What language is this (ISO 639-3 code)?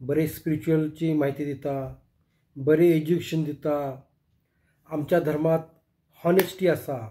kok